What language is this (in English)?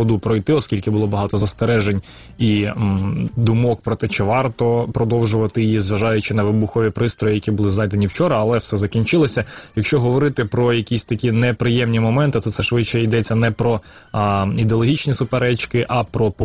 Ukrainian